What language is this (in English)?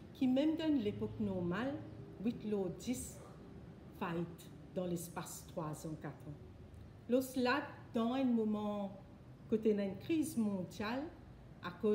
Morisyen